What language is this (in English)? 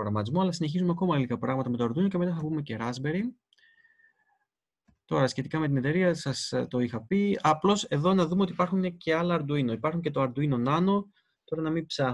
Greek